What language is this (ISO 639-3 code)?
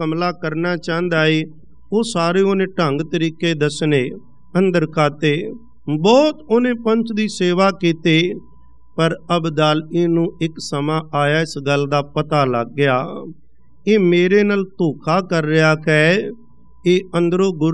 pan